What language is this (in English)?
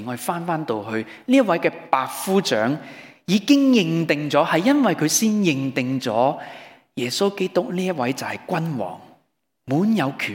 Cantonese